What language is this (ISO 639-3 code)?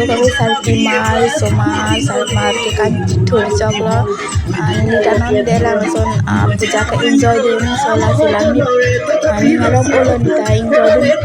mjw